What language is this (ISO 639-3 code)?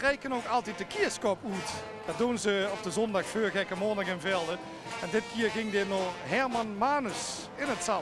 lim